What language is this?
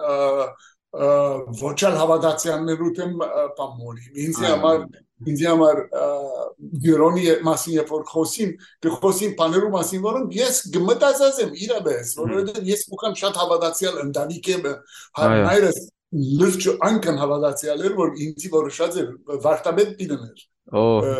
Western Armenian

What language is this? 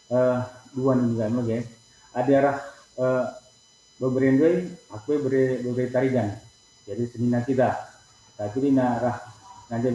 Batak Karo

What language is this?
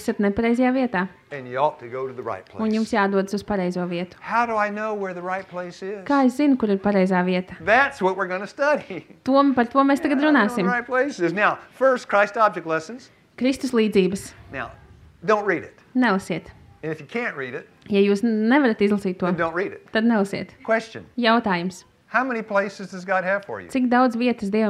Latvian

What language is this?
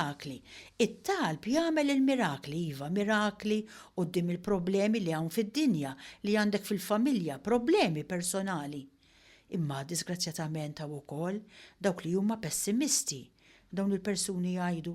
Maltese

